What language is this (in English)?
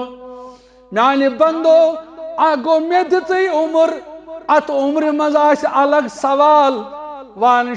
Kashmiri